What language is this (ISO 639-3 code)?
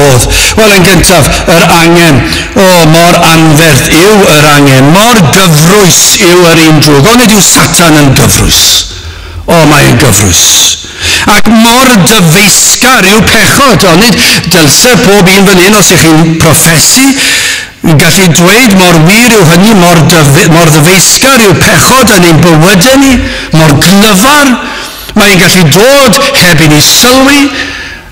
cym